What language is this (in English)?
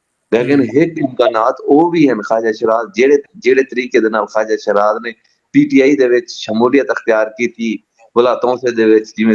Saraiki